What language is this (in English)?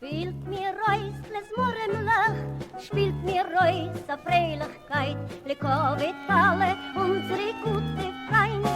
Yiddish